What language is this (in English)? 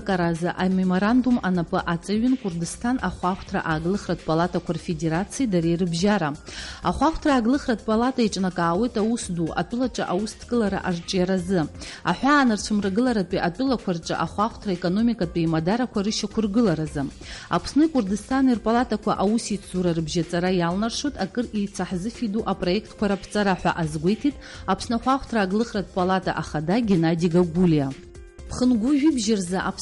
Abkhazian